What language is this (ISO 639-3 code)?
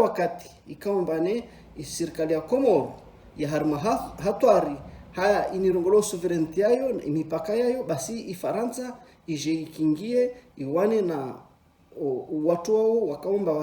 zdj